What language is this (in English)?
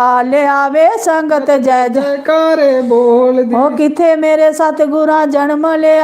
Dogri